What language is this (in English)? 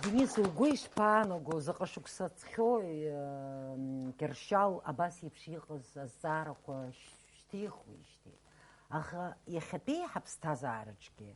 Abkhazian